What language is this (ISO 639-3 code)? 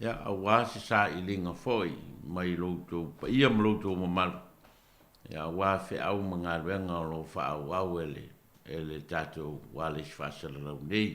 smo